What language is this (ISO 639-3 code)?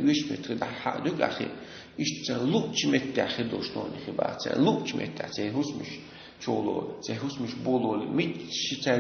che